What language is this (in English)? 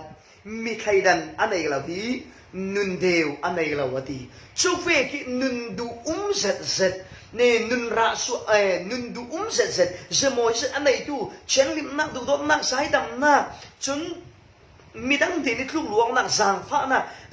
Falam Chin